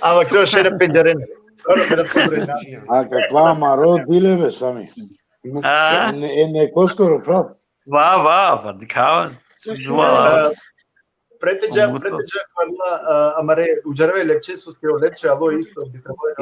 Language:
Balkan Romani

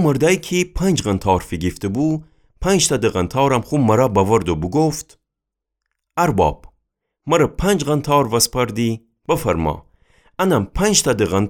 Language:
Gilaki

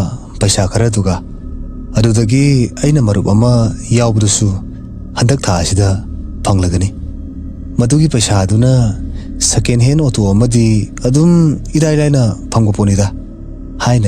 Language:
Manipuri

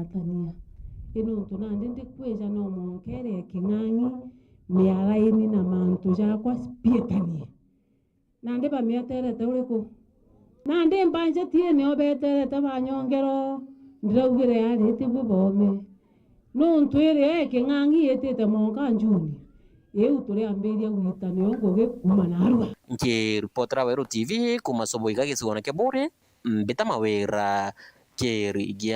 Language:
Meru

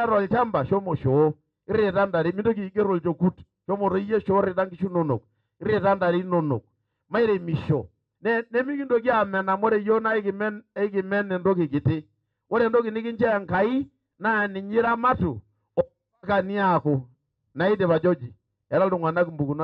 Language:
Masai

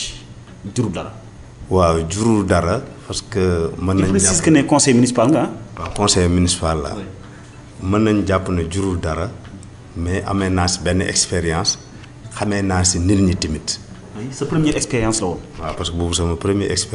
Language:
Wolof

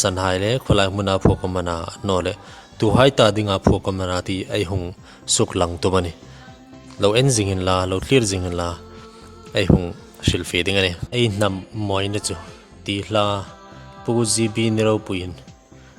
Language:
Hmar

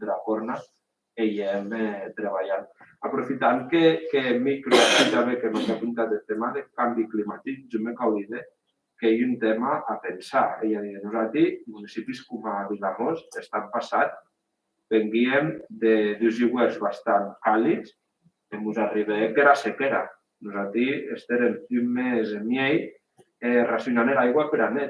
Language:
Occitan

